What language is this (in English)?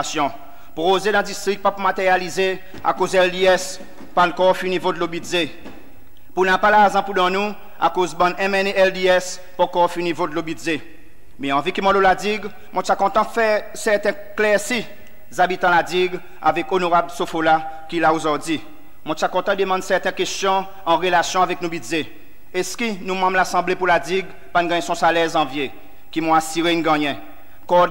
Seselwa Creole French